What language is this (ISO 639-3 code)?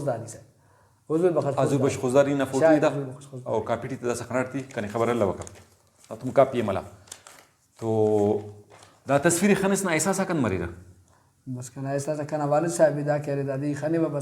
brh